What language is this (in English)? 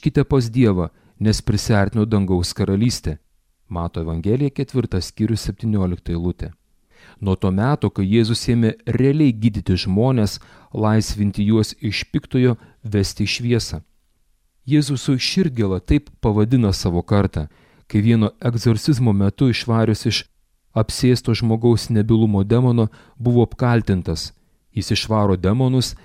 Lithuanian